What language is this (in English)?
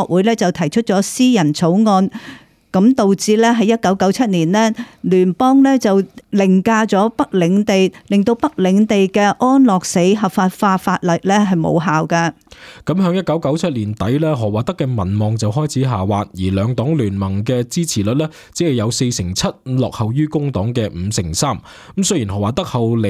Cantonese